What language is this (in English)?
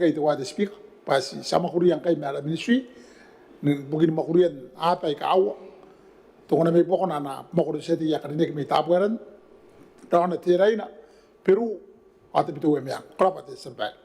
Gilbertese